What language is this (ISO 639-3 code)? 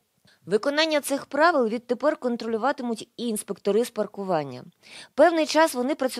ukr